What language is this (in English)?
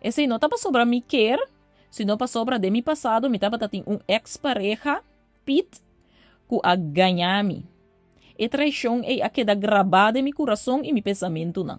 Papiamento